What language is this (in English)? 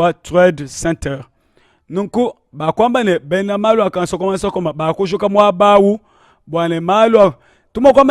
Luba-Lulua